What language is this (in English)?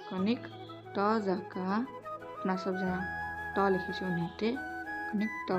Maithili